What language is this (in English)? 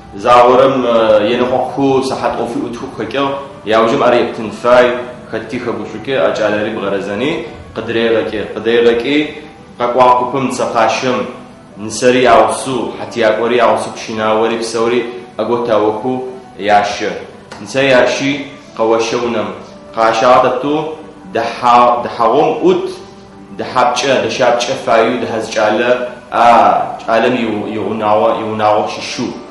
Adyghe